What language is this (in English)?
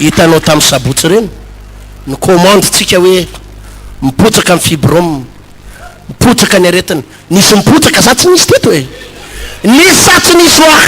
Malagasy